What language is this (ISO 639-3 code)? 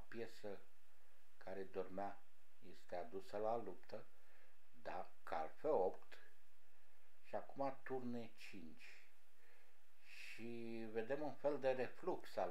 ron